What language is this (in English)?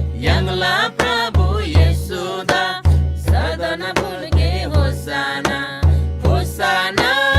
Eastern Tamang